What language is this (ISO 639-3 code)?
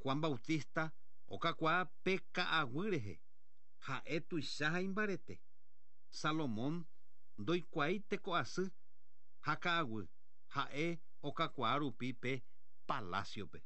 grn